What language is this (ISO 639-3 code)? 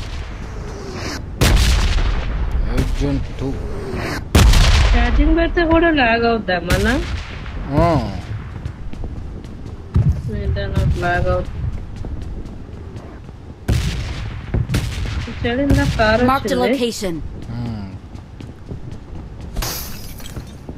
tel